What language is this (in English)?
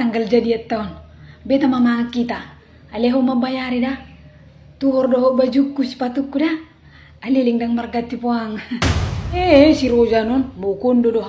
Batak Toba